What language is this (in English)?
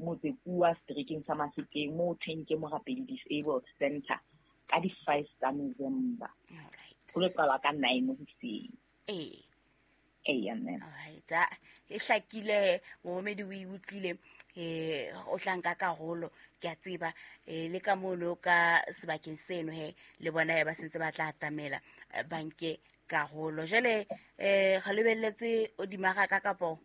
Southern Sotho